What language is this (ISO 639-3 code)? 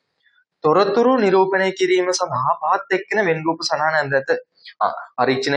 sin